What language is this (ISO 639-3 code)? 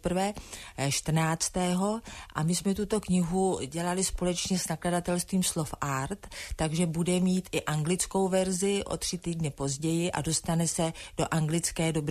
ces